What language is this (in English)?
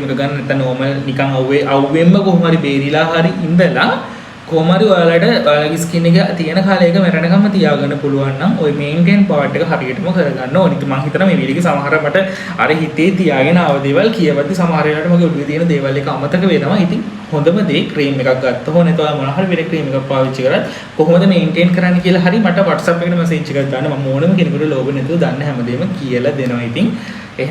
Sinhala